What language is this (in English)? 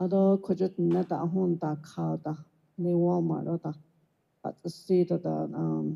Navajo